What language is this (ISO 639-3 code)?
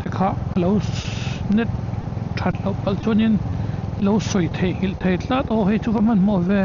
lus